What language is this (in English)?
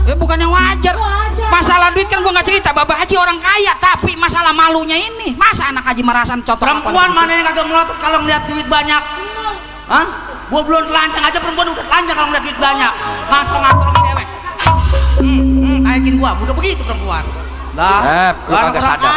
Betawi